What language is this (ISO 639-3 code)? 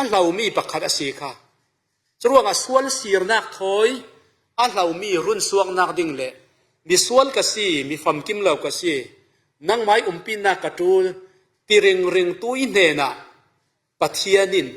cfm